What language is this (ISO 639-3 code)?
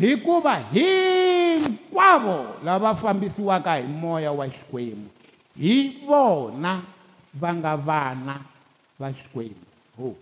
tso